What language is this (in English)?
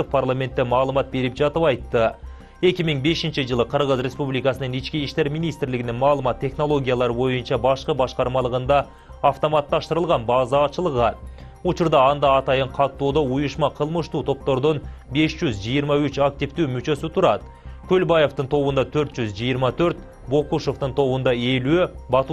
Kyrgyz